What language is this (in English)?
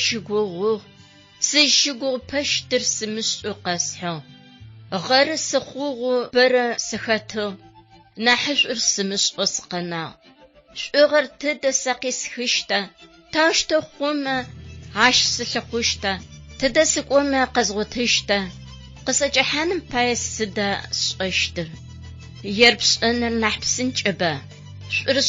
Adyghe